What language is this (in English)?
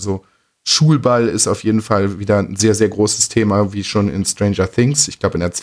German